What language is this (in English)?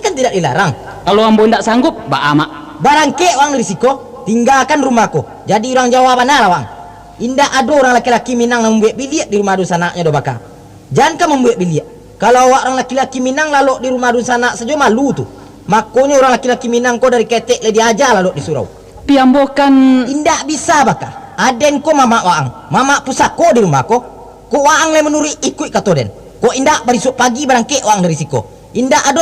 Minangkabau